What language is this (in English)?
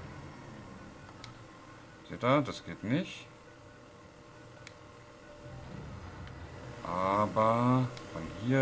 German